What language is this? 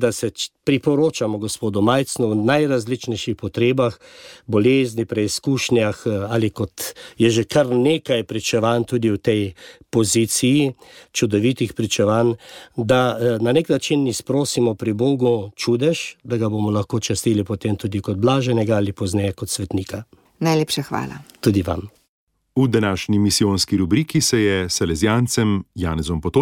Slovenian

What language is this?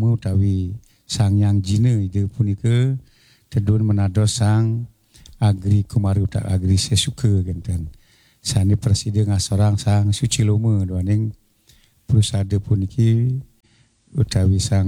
Balinese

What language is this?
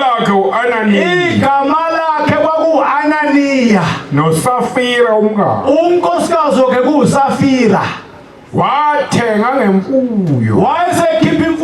Zulu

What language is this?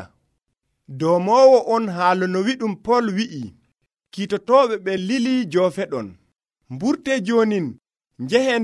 Nigerian Fulfulde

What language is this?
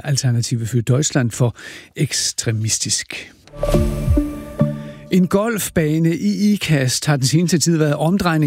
Danish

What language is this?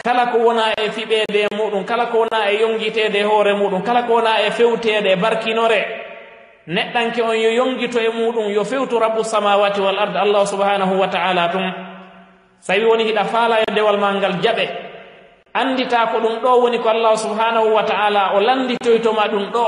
Fula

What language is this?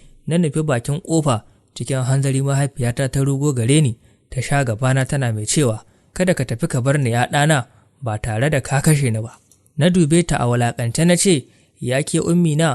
Hausa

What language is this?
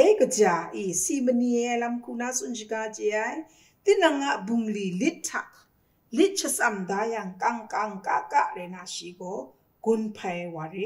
Kachin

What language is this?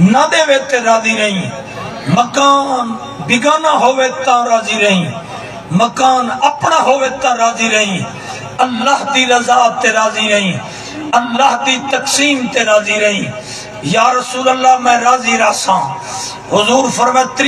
Saraiki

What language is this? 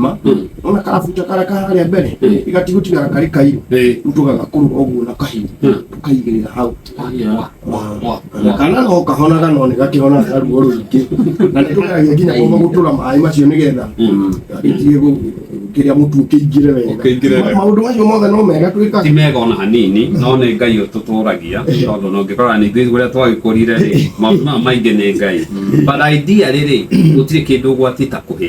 Kikuyu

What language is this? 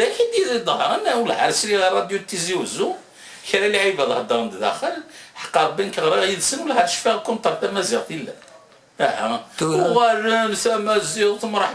Kabyle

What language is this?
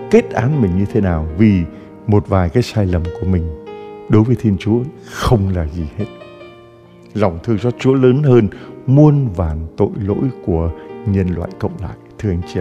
Vietnamese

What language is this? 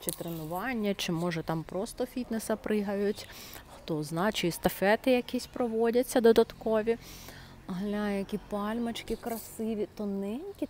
Ukrainian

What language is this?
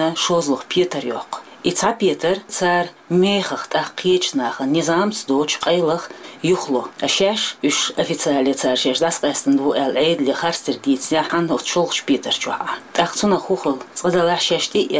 Chechen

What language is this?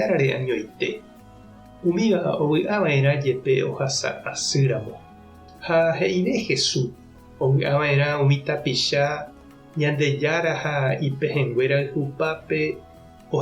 Guarani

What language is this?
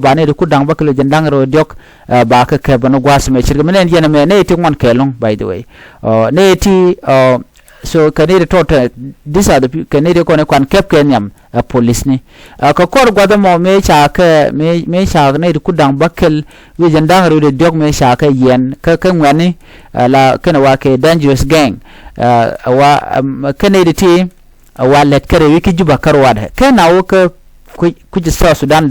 Nuer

